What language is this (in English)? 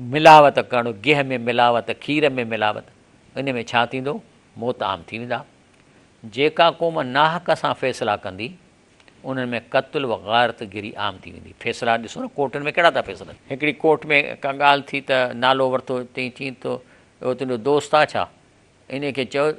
Sindhi